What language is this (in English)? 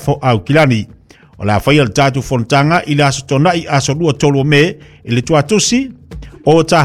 Samoan